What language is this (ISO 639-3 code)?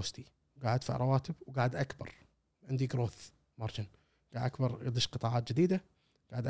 afb